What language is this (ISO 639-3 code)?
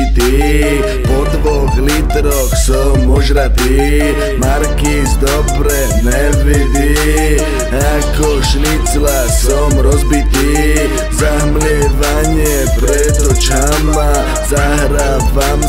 slk